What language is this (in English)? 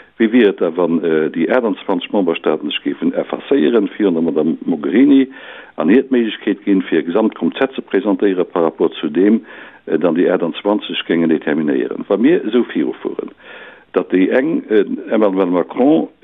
Luxembourgish